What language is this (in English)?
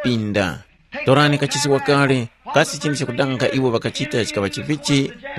Tumbuka